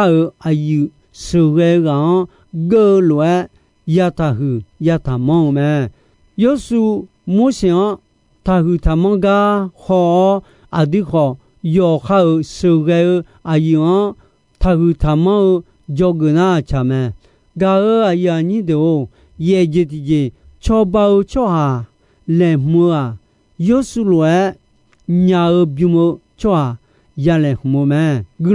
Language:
Akha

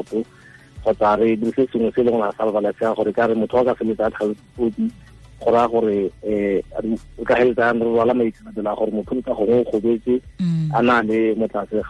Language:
Tswana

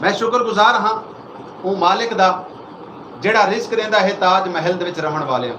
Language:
Saraiki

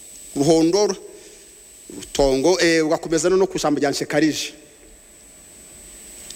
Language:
Kinyarwanda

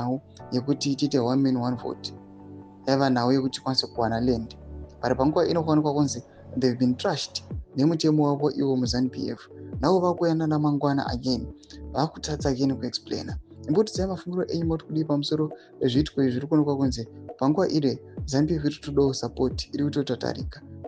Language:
Shona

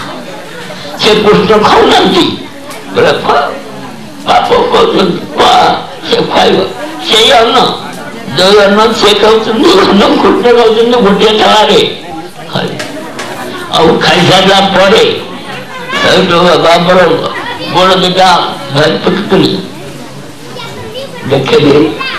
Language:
Odia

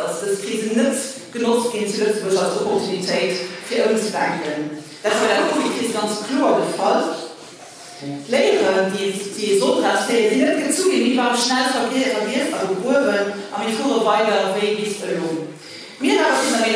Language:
Luxembourgish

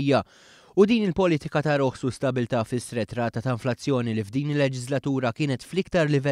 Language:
Maltese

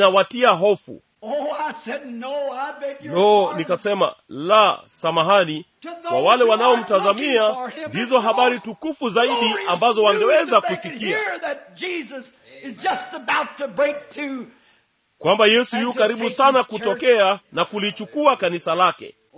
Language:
Swahili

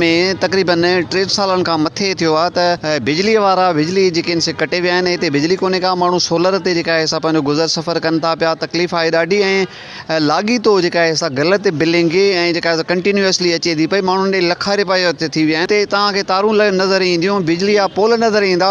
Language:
Sindhi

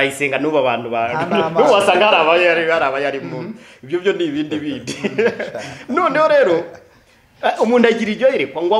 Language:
Kinyarwanda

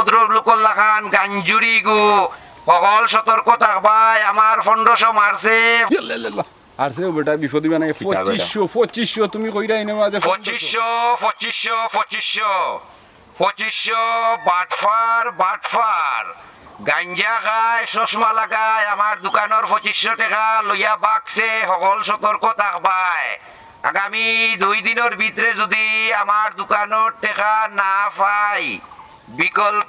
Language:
Sylheti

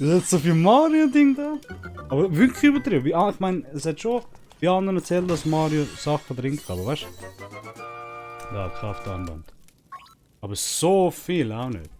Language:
Swiss German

